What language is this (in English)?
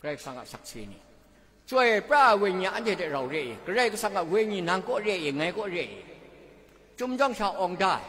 Kachin